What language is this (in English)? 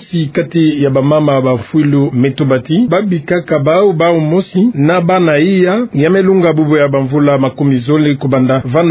Kituba (Democratic Republic of Congo)